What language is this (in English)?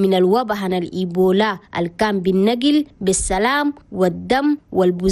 Chadian Arabic